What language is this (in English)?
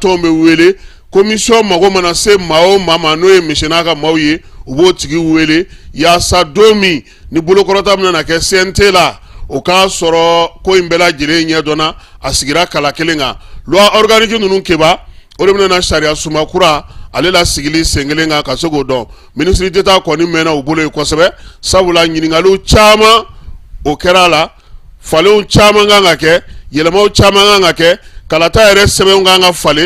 Bambara